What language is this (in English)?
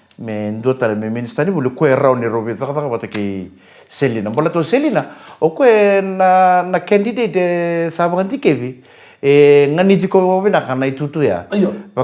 Fijian